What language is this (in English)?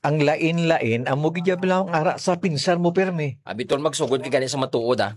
Hiligaynon